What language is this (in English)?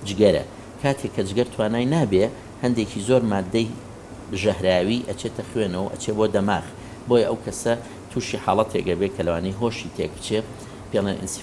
Central Kurdish